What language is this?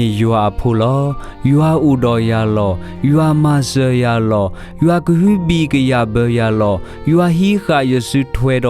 S'gaw Karen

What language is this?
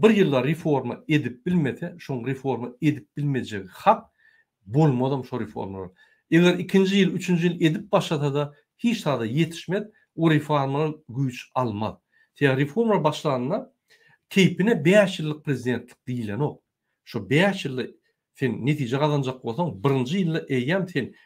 Turkmen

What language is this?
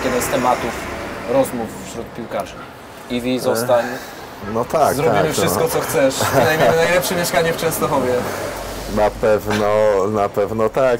Polish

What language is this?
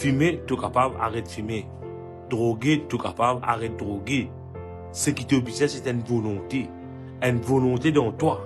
Morisyen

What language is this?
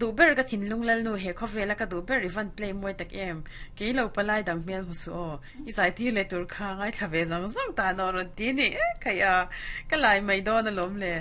Mizo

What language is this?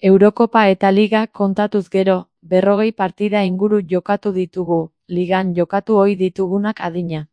Basque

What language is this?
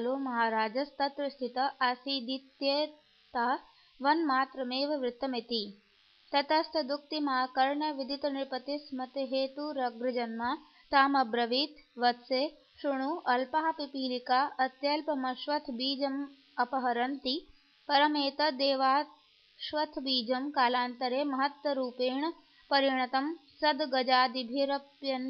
Sanskrit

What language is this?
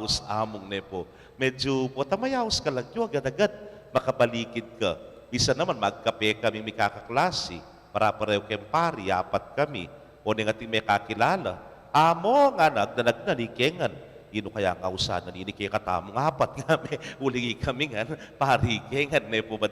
Pampanga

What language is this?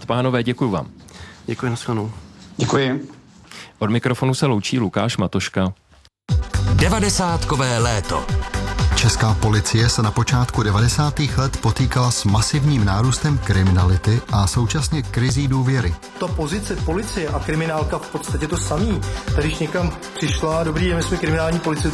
Czech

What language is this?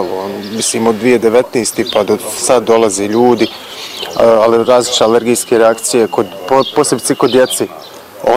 Bosnian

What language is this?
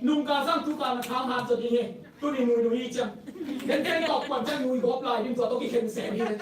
Tedim Chin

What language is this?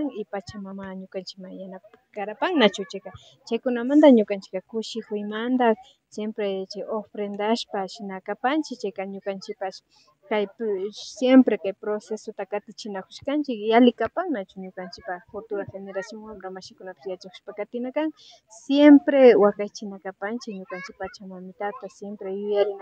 Imbabura Highland Quichua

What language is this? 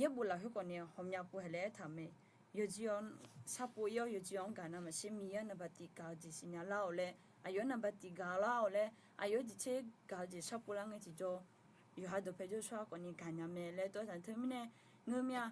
Akha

